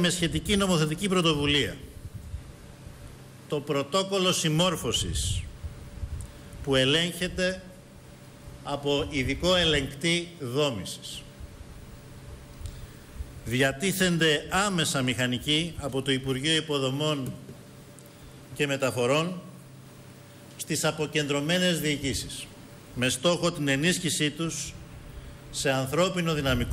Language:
Greek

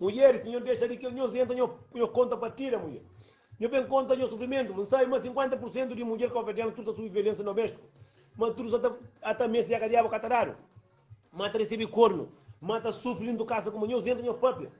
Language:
Kabuverdianu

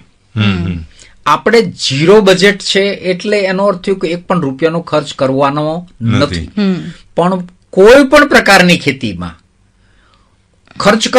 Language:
Gujarati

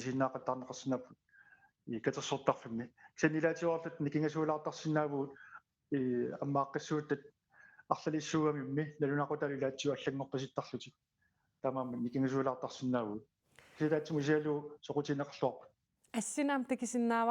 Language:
Kalaallisut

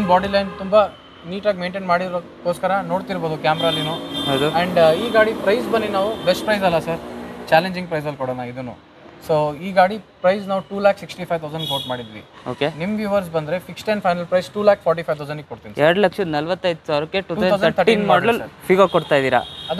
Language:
Kannada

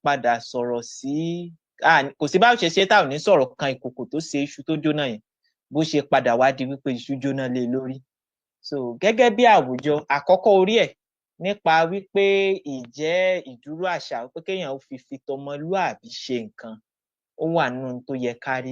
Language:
Yoruba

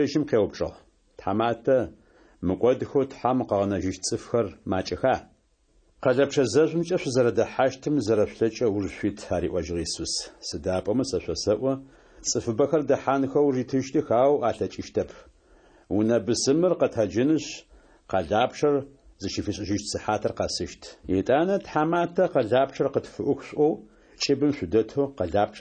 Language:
Adyghe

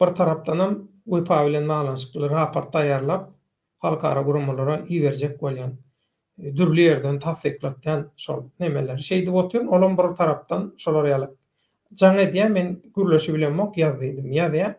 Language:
Turkmen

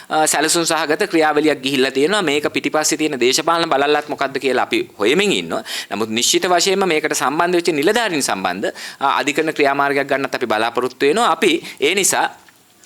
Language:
Sinhala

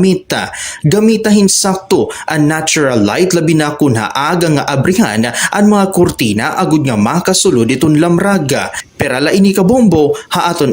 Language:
Waray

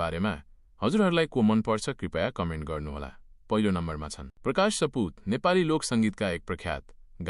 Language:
Nepali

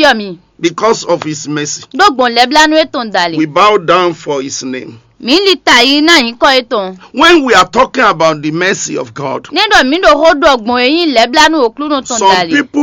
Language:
Fon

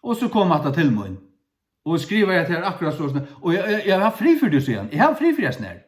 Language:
Faroese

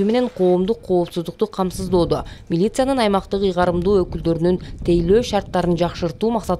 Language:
Kyrgyz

